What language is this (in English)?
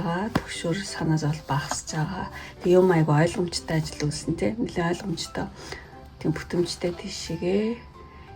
Mongolian